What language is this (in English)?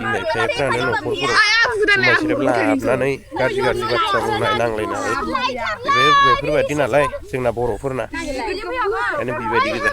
Bodo